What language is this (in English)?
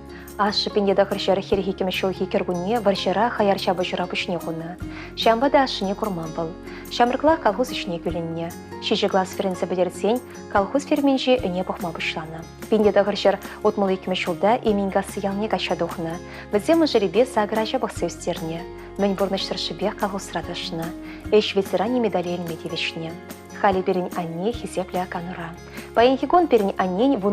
Chuvash